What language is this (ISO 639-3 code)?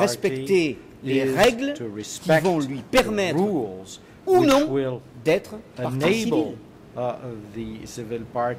fra